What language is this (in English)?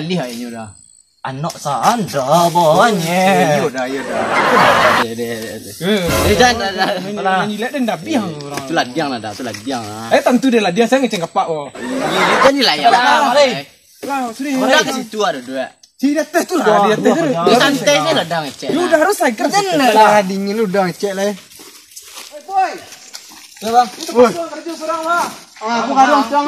Minangkabau